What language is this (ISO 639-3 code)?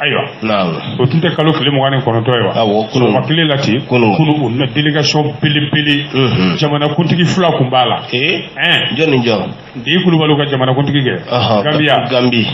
bam